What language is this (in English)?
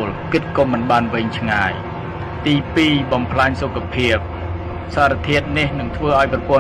Khmer